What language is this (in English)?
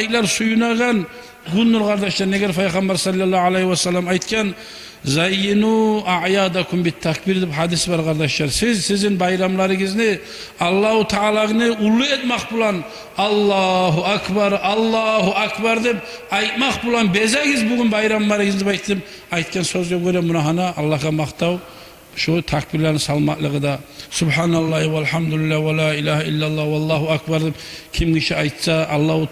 Kumyk